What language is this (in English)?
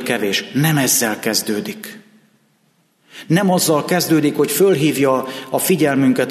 Hungarian